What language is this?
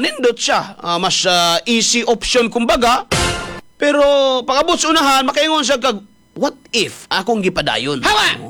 Cebuano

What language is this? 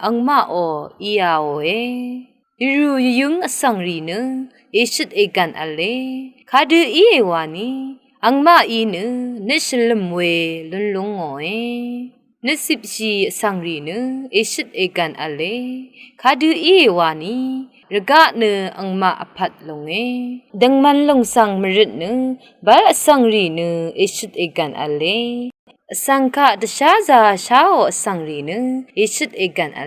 Rawang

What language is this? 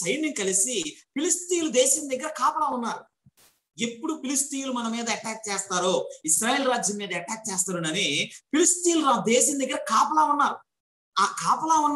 Telugu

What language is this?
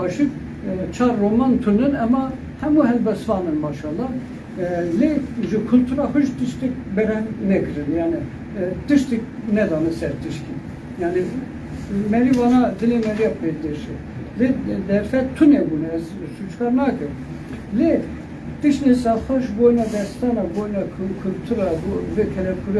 Kurdish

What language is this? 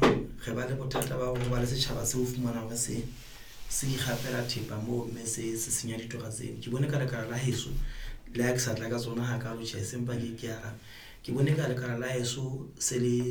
Southern Sotho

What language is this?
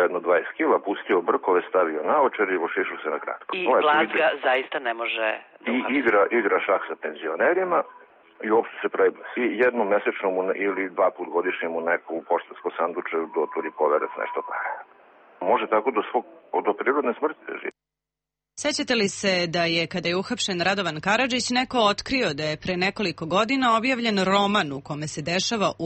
Serbian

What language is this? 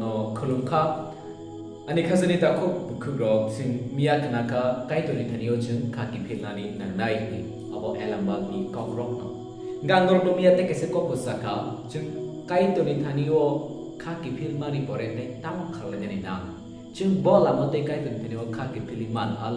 Kok Borok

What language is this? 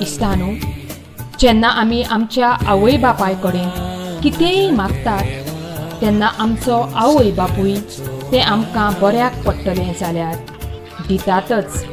Konkani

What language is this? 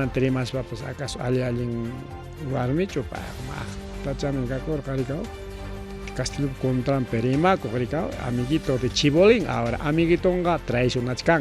Ayacucho Quechua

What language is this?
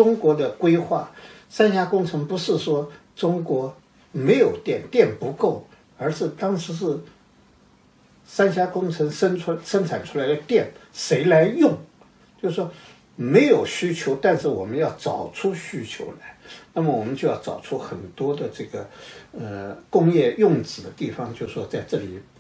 Chinese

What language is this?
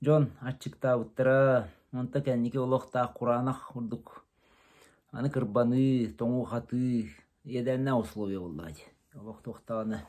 Yakut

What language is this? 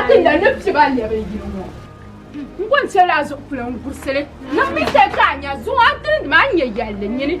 Dagbani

